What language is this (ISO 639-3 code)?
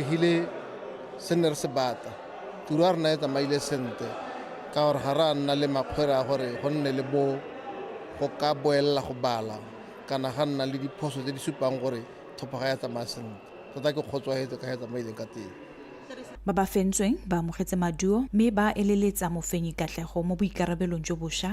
tsn